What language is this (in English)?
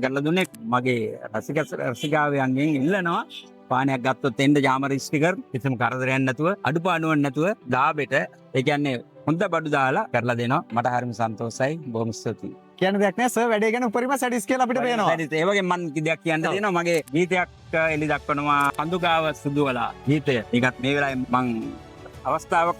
Sinhala